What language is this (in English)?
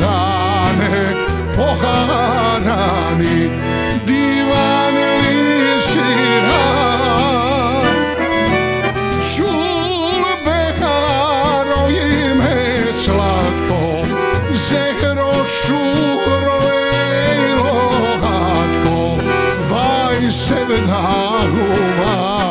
Bosnian